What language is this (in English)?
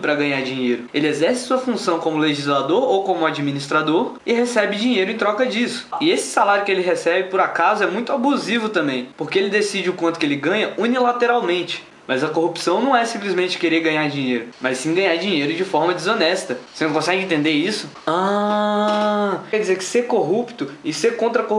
Portuguese